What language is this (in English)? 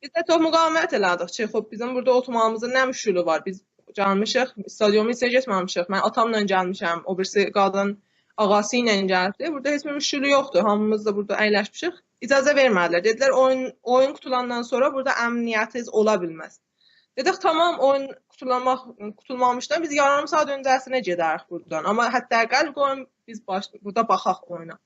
South Azerbaijani